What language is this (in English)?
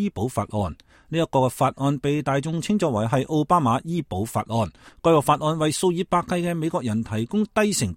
Cantonese